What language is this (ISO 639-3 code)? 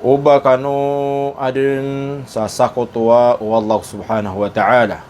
mrw